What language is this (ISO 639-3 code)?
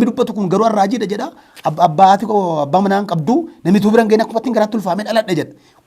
orm